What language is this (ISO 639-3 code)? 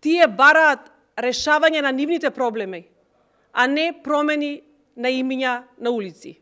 mkd